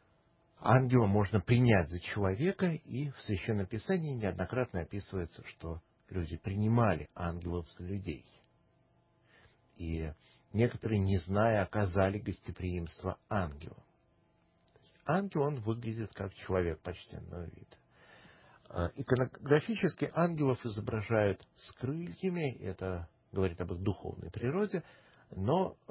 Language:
Russian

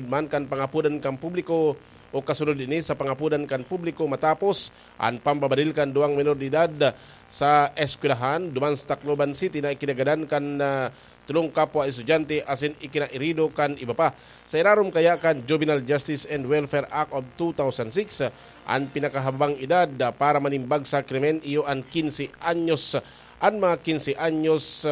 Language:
Bikol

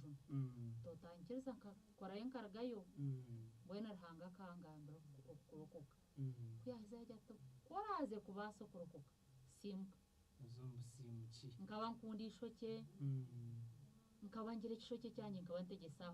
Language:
Nyankole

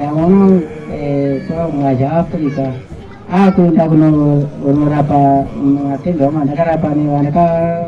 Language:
Shona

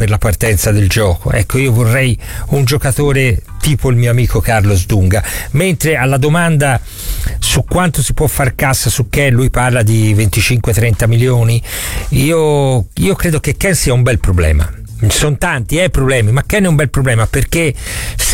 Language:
Italian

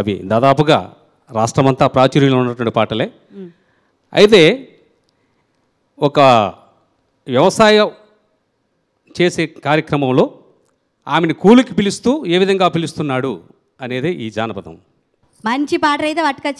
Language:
Telugu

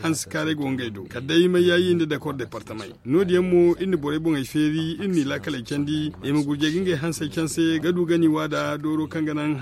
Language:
Zarma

